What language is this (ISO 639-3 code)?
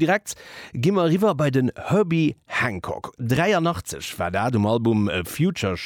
ltz